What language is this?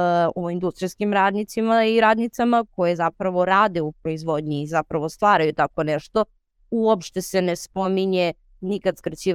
Serbian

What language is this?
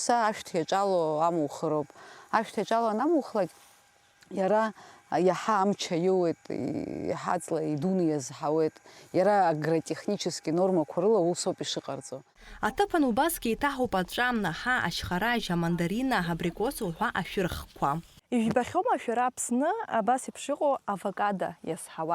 Abkhazian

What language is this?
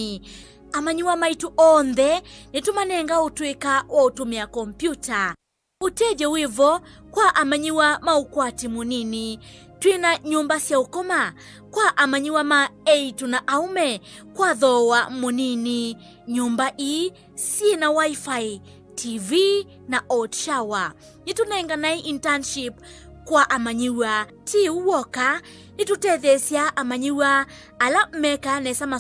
Kamba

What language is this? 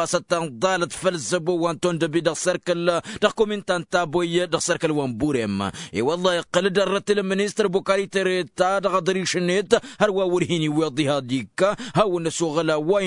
Tamasheq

